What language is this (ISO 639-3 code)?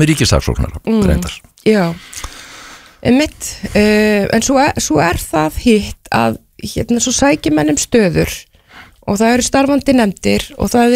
isl